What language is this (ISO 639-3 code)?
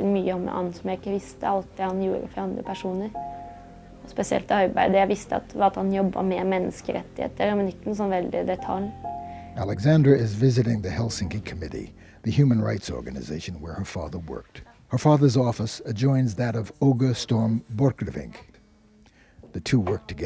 nor